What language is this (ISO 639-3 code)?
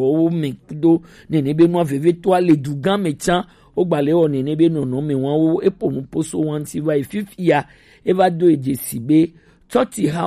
gej